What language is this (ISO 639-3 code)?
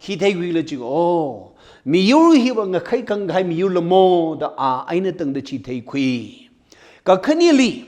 nmf